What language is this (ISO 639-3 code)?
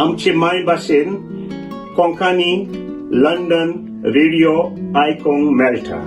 kok